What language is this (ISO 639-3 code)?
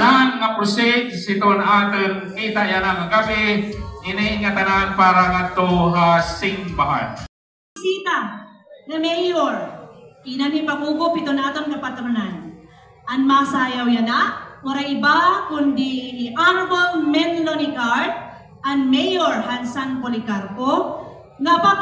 war